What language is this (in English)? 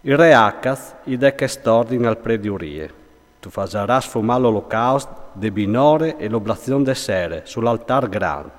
Friulian